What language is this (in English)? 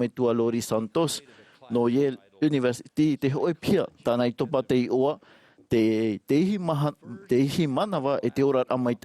Tahitian